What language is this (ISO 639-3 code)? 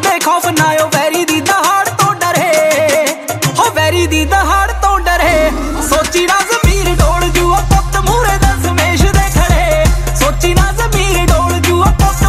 pan